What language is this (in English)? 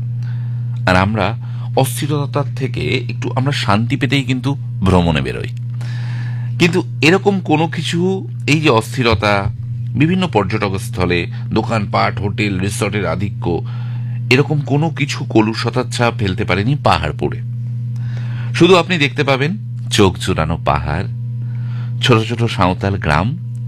Bangla